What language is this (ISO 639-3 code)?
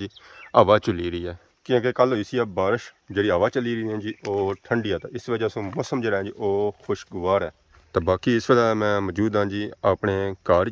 phr